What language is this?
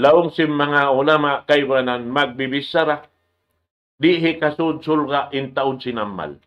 Tausug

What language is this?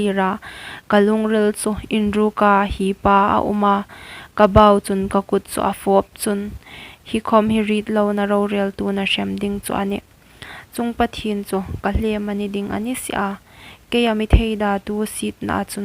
Hmar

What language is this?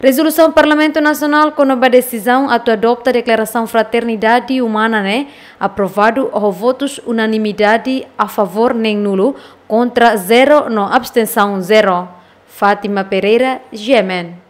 Tetum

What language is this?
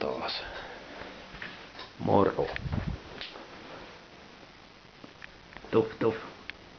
Finnish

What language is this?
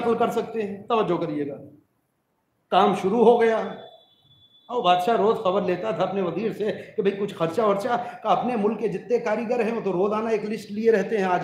Urdu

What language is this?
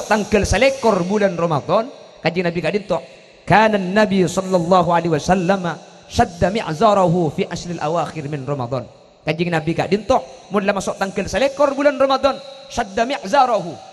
Madurese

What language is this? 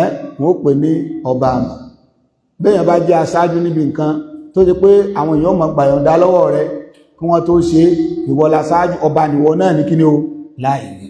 Yoruba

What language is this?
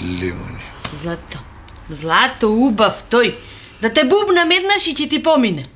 Macedonian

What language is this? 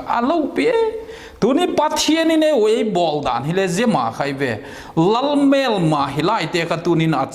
Vaiphei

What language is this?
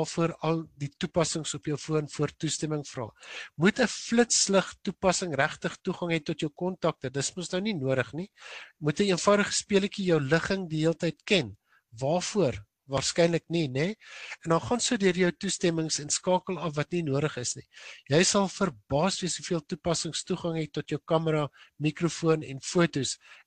Afrikaans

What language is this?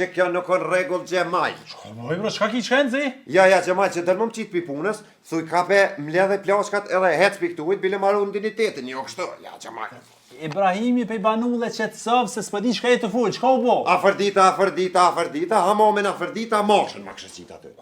Albanian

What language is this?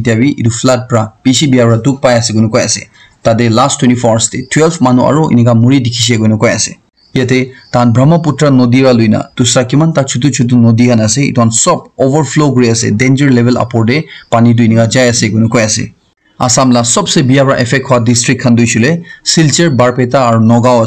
Naga Pidgin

